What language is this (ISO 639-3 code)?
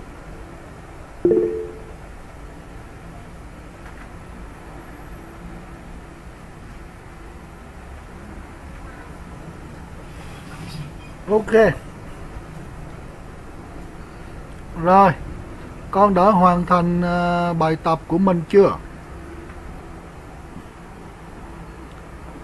vie